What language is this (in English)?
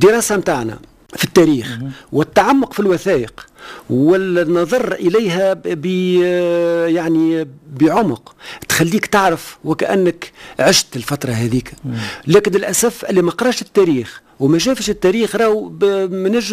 Tunisian Arabic